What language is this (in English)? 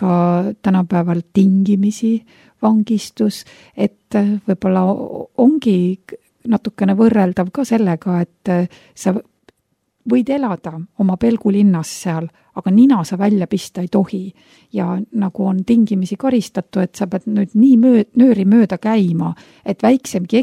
Estonian